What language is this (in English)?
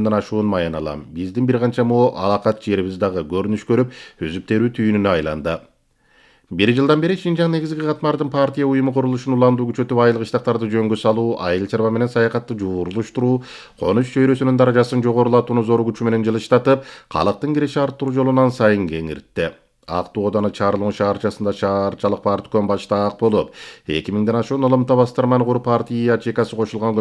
Kyrgyz